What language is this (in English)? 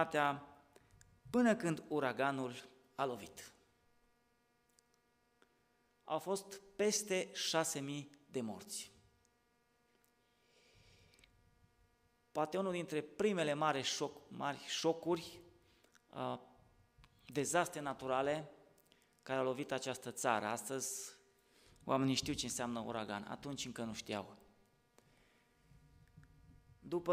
Romanian